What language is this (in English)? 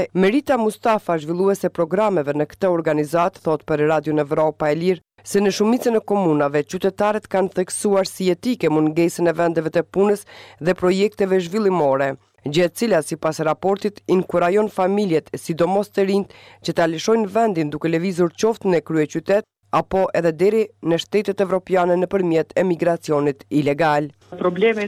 Albanian